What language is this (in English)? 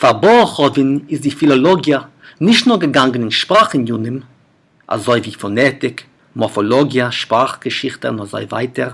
Yiddish